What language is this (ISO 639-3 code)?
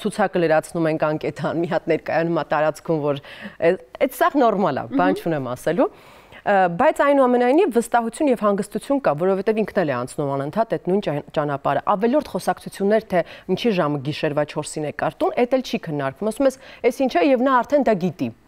hye